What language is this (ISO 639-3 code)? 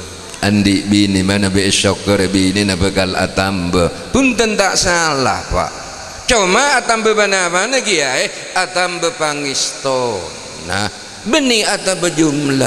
mad